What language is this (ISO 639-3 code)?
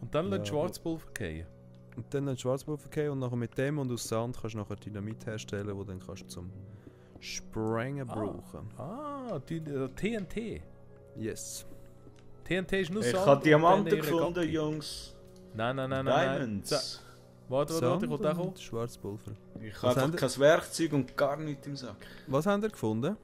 gsw